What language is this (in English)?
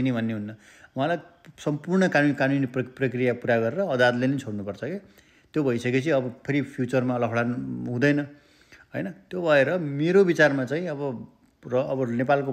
Nepali